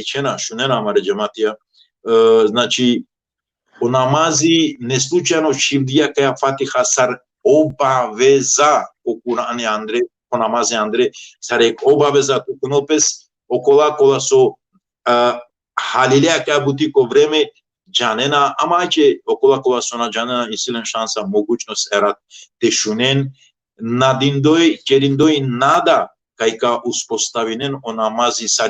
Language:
Balkan Romani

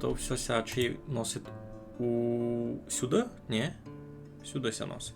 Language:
Rusyn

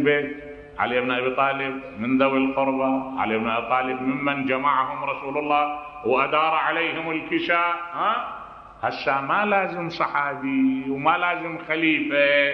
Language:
Mesopotamian Arabic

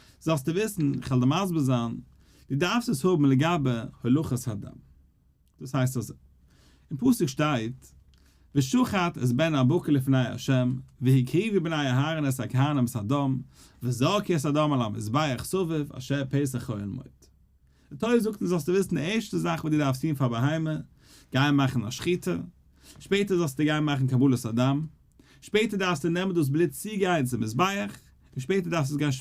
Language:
Yiddish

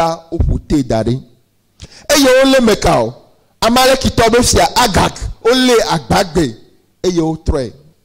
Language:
Ewe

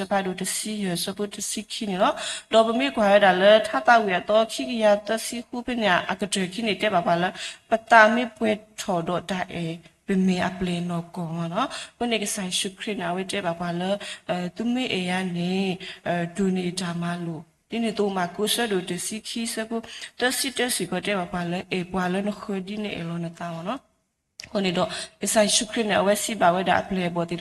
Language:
S'gaw Karen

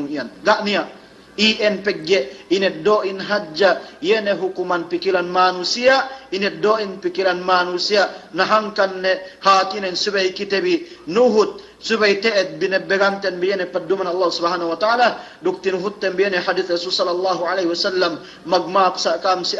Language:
Yakan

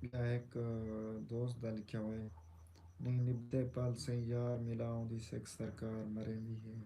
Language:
Saraiki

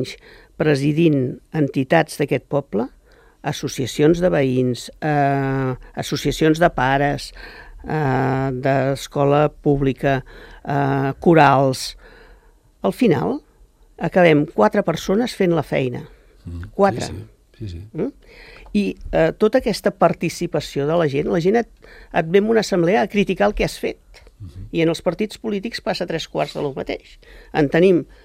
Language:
Catalan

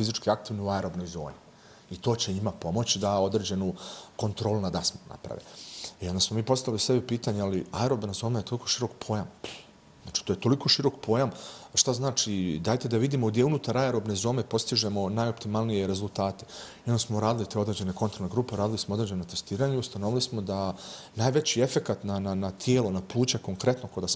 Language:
Bosnian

